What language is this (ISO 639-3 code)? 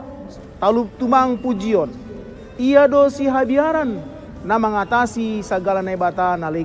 bts